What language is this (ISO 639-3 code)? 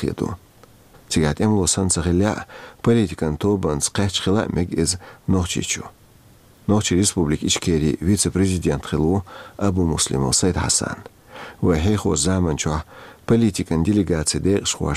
che